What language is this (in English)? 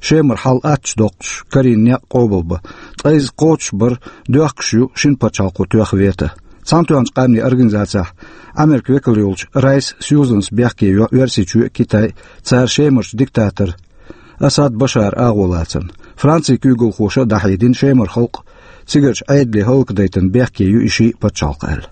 Chechen